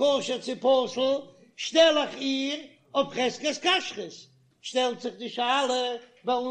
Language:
Yiddish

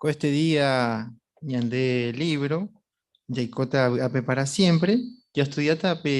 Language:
Guarani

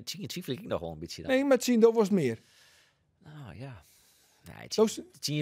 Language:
Western Frisian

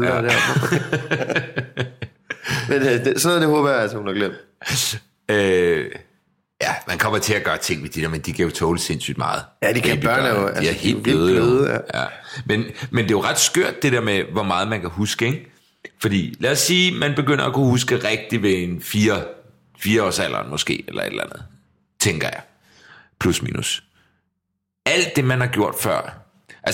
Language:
Danish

